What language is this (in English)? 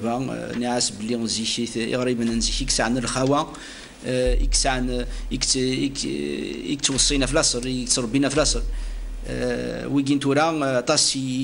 Kabyle